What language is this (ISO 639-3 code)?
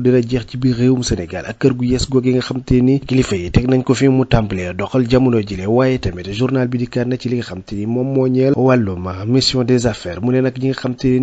wol